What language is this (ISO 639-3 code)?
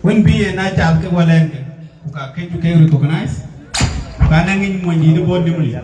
din